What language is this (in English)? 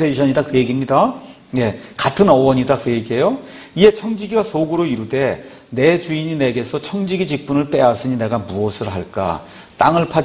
Korean